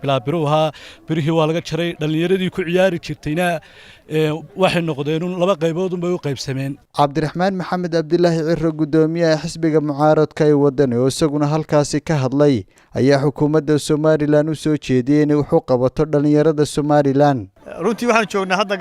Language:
Somali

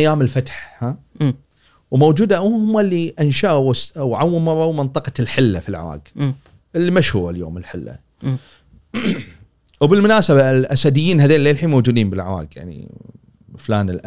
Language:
Gulf Arabic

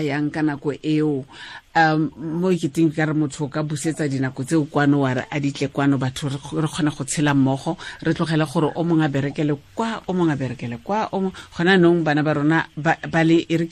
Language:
Tswana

